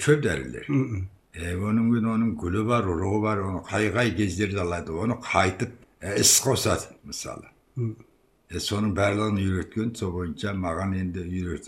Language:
Kazakh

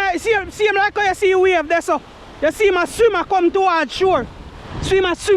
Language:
Jamaican Creole English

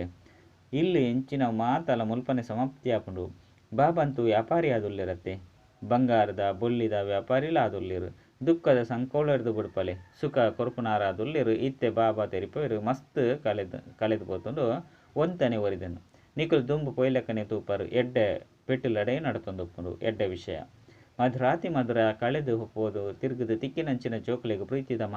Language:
Tulu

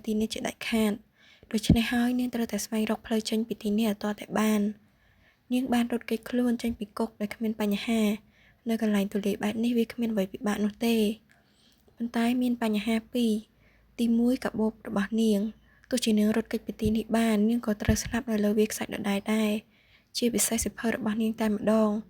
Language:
Khmer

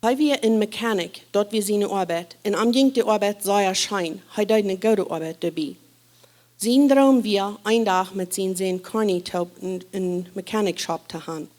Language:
Plautdietsch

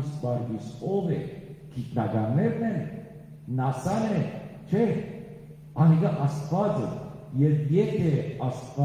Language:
Western Armenian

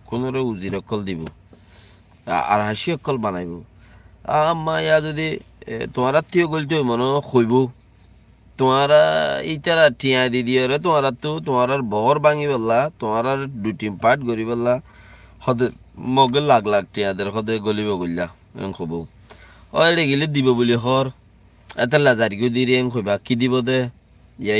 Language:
Rohingya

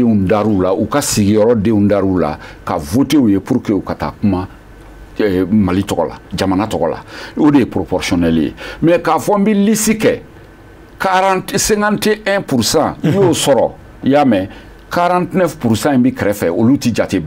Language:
Bambara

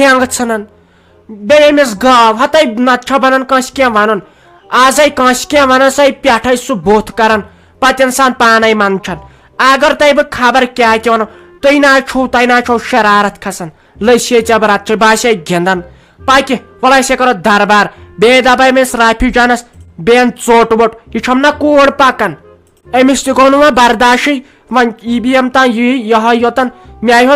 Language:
Kashmiri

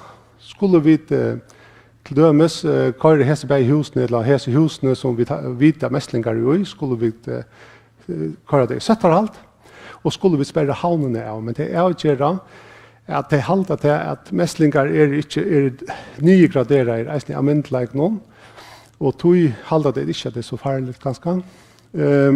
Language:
Faroese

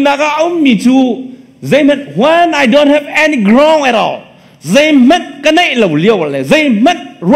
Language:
Hakha Chin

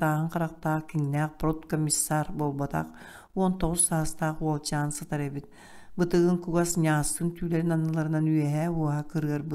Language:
Yakut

